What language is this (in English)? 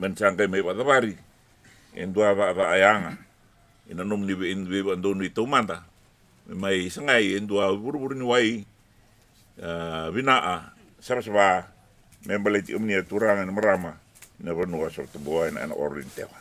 Fijian